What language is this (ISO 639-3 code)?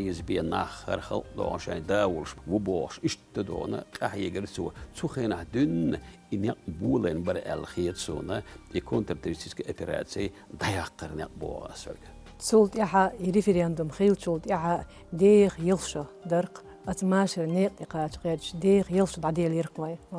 che